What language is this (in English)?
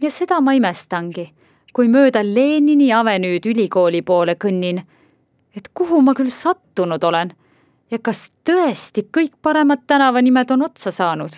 Estonian